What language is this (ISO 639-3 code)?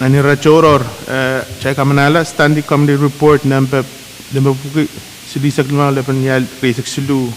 pon